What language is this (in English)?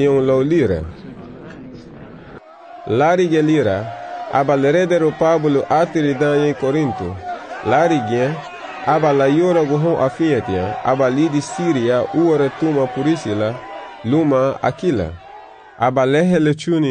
Garifuna